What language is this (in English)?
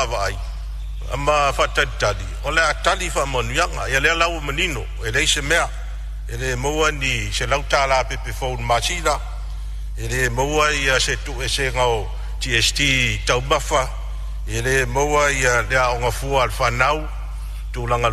Samoan